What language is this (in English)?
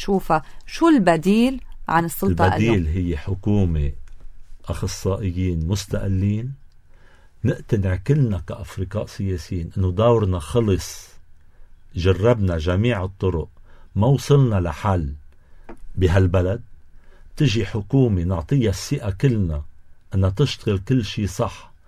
North Levantine Arabic